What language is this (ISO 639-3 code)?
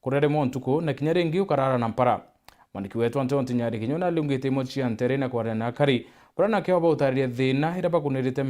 mer